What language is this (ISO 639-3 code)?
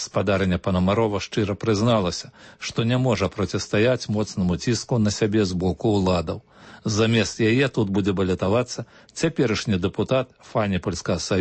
bel